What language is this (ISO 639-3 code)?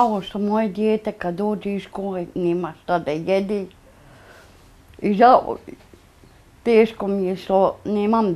bos